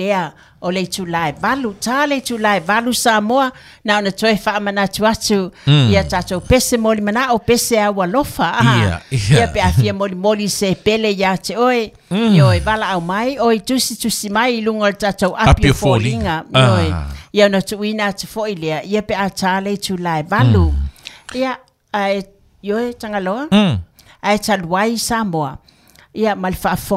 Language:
Samoan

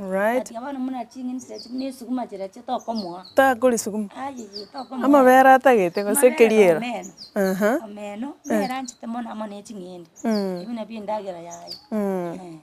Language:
Gusii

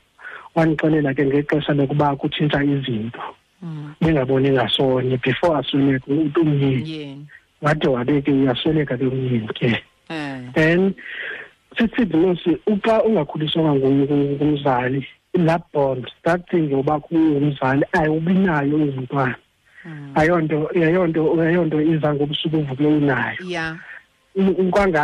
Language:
Xhosa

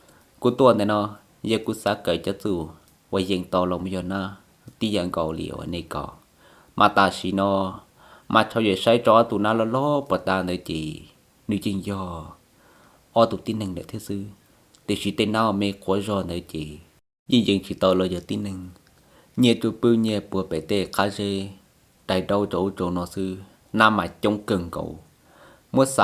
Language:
Hmong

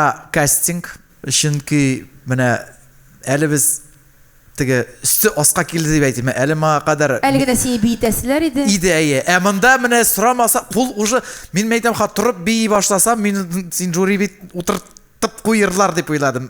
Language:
Tatar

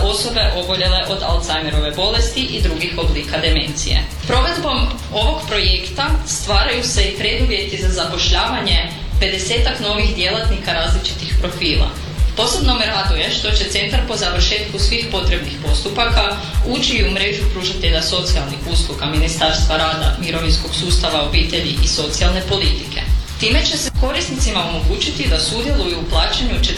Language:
Croatian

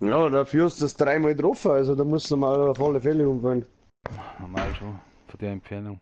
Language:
Bavarian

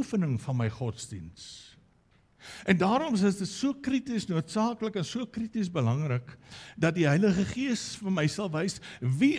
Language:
Afrikaans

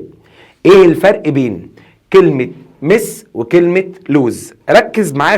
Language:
Egyptian Arabic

